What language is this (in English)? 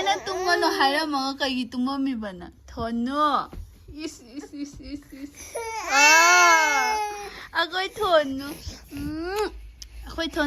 Manipuri